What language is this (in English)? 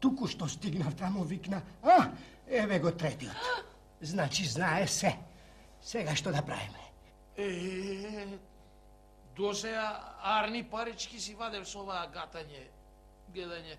Macedonian